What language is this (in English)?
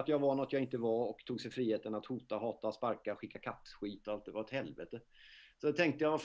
Swedish